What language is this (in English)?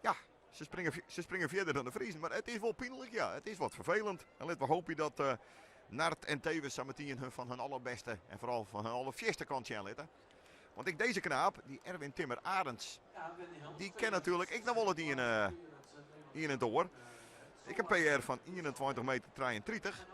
Western Frisian